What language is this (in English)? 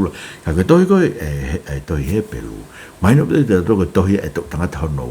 Tongan